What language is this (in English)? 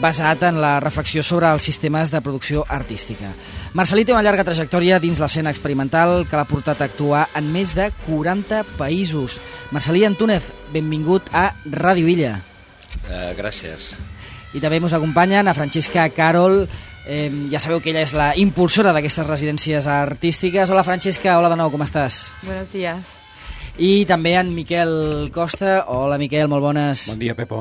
Catalan